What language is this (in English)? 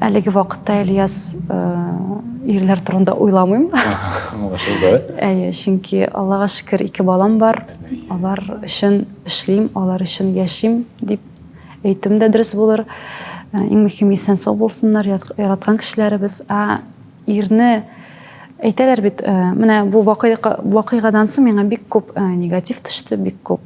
Tatar